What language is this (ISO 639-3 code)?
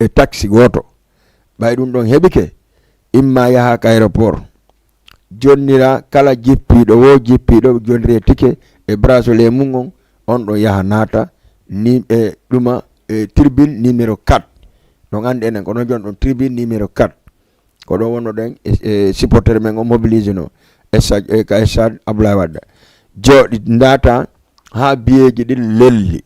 ful